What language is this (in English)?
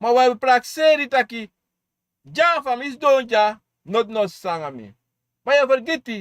Sranan Tongo